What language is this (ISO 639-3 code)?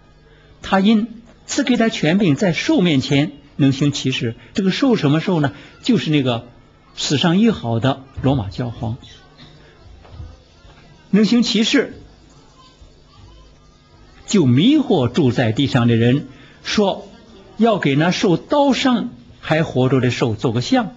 zho